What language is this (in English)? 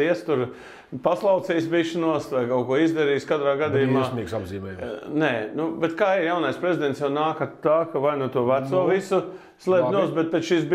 Latvian